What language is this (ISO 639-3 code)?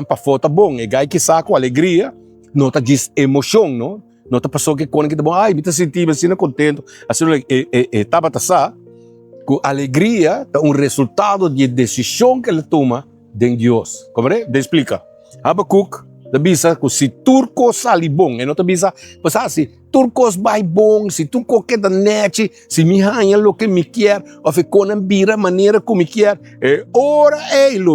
pap